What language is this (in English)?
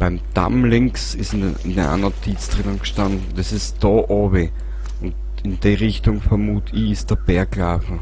Bavarian